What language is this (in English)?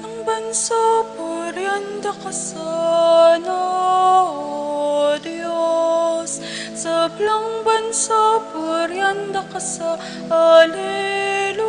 Pampanga